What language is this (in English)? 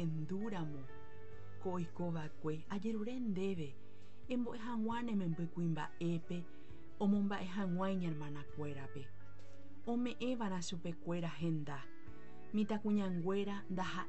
Guarani